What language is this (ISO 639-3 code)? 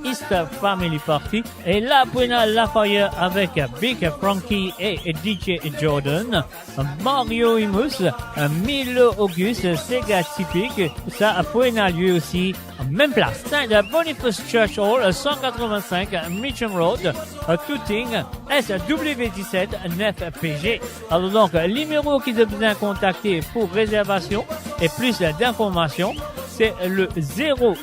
mfe